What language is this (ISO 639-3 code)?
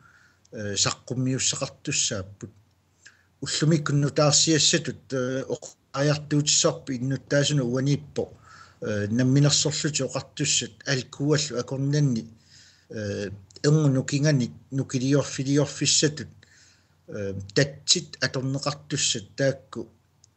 kal